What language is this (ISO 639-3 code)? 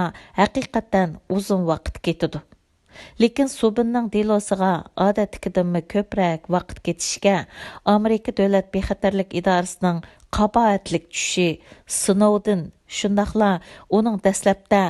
uig